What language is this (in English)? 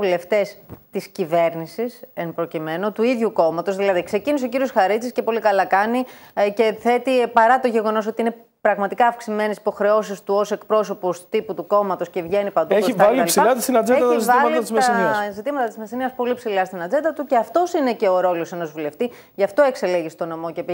Greek